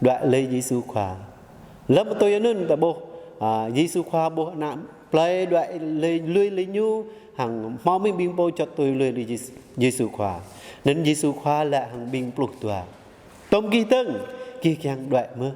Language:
Jarai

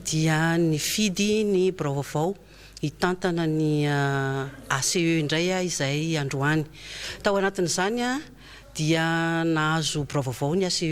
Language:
Malagasy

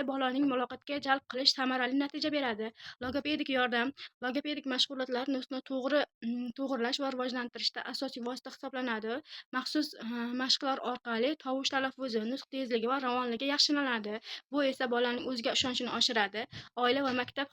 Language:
Uzbek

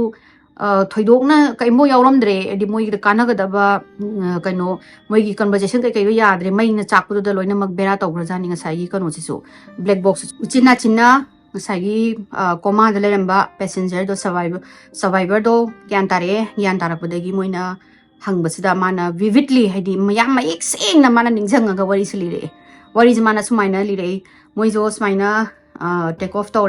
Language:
Manipuri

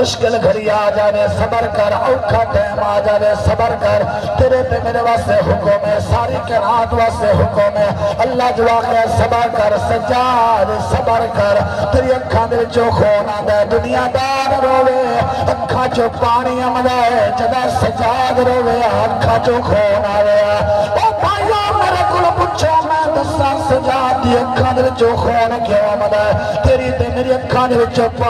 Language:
Saraiki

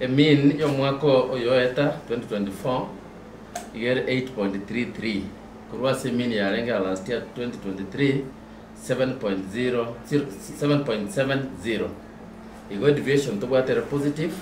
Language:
Gusii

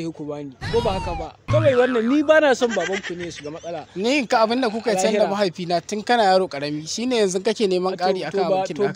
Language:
Hausa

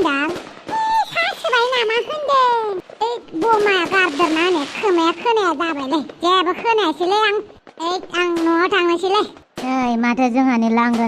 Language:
Bodo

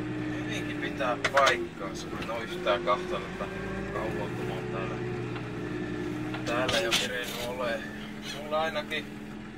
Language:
Finnish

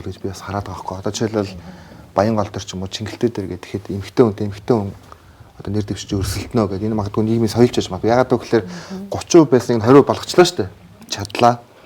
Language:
Mongolian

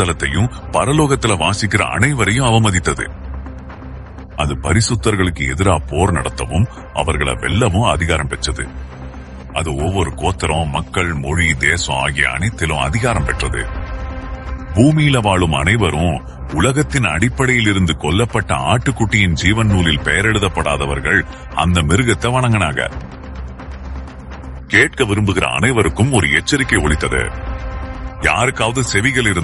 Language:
Tamil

